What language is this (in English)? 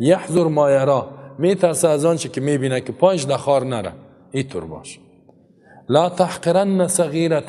Persian